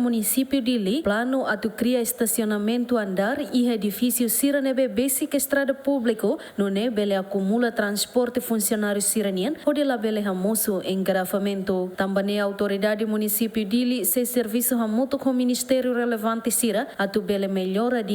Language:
Tetum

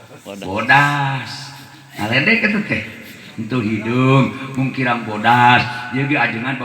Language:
Sundanese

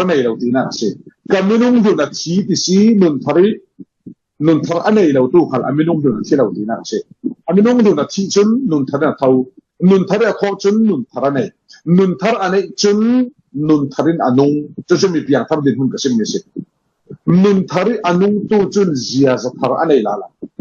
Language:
Falam Chin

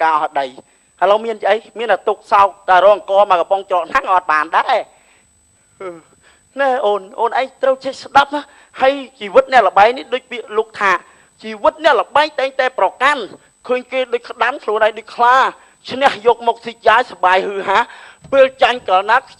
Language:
Khmer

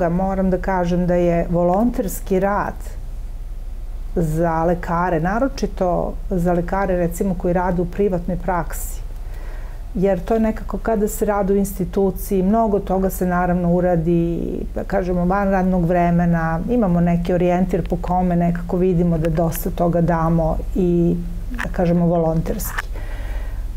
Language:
Serbian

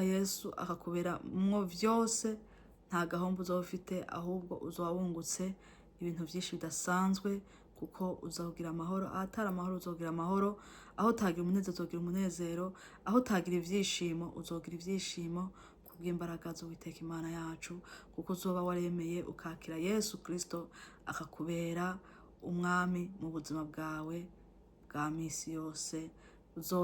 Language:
Rundi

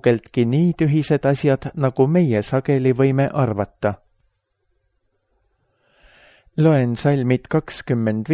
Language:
Estonian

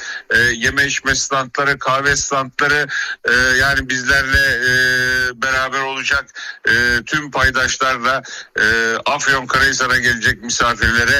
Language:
Turkish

